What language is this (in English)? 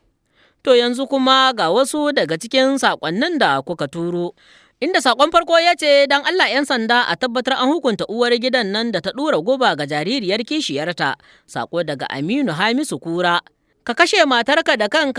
Hausa